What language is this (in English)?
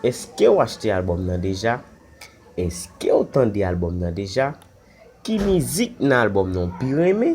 Haitian Creole